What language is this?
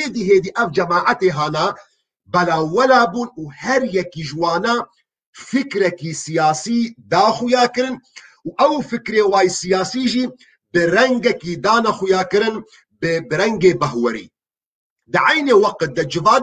Kurdish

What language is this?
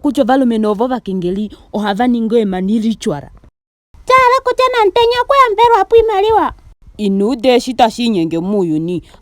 Ndonga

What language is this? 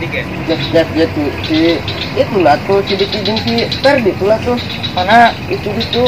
Sundanese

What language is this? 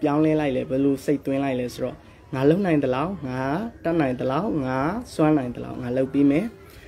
Burmese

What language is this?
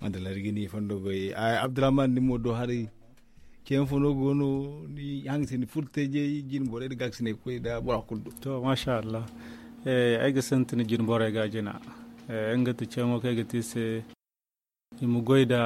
Zarma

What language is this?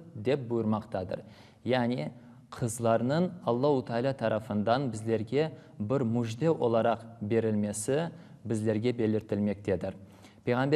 Crimean Tatar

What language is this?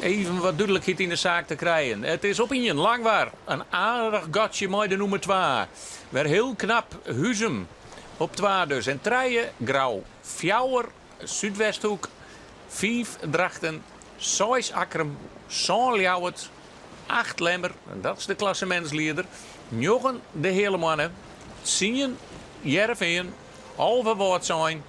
Western Frisian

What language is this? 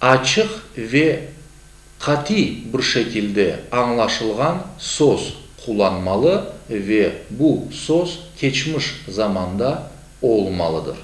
Crimean Tatar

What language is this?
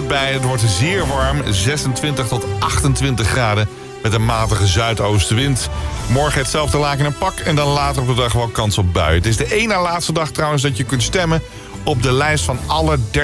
Dutch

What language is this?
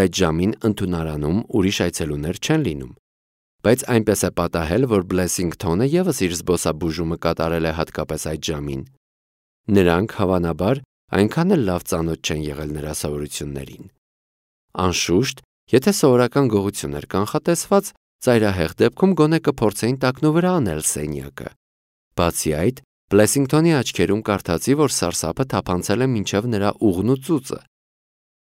Armenian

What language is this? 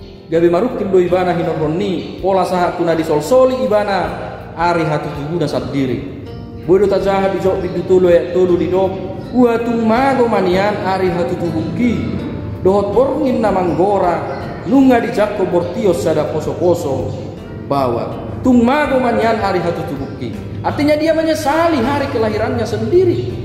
Batak Toba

